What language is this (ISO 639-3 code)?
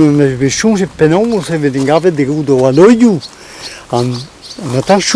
bre